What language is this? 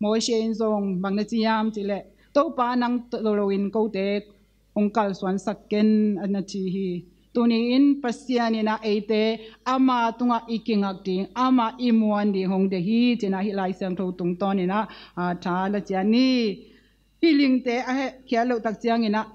Tedim Chin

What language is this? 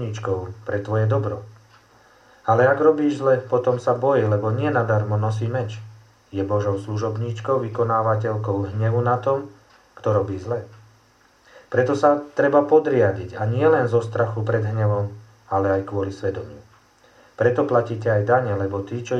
Slovak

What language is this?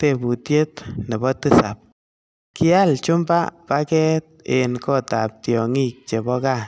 Kalenjin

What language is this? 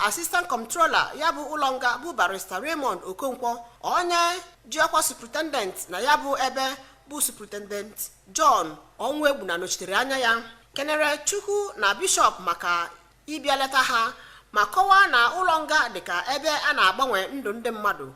Igbo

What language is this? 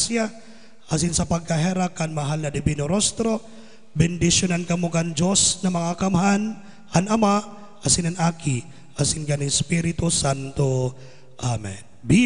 Bikol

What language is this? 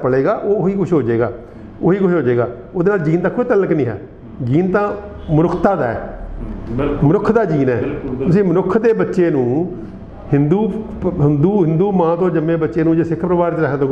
Punjabi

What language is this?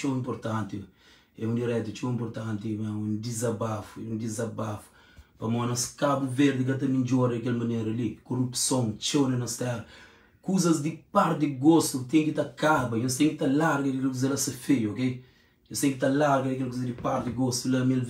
Kabuverdianu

